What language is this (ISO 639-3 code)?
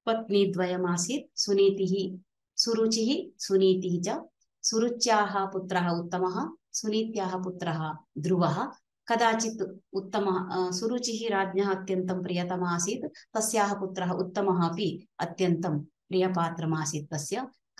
san